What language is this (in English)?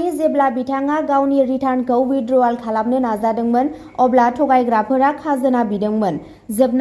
Bodo